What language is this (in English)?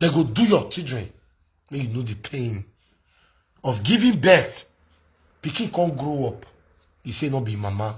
Nigerian Pidgin